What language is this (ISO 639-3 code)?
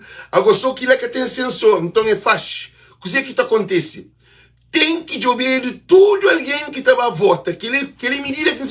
kea